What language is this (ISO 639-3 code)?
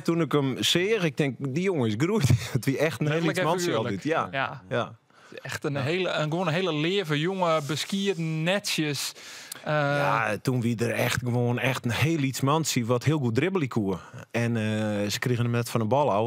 fry